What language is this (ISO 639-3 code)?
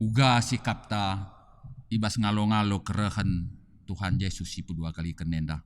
btx